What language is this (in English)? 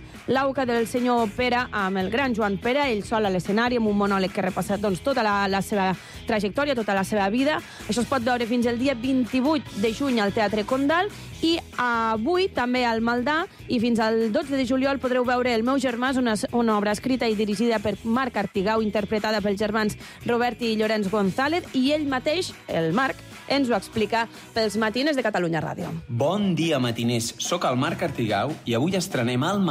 Catalan